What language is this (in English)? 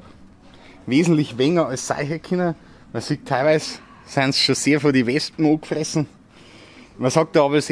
Bavarian